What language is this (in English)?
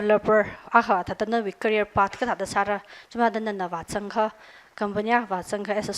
Tangkhul Naga (India)